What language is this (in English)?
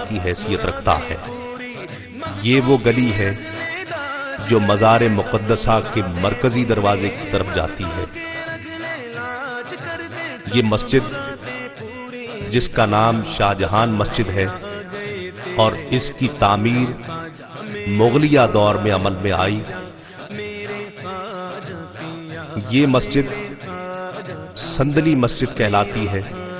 Urdu